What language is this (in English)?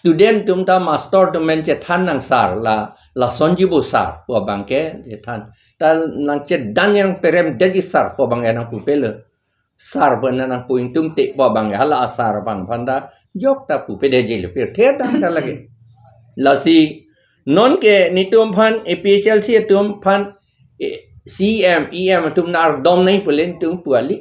Karbi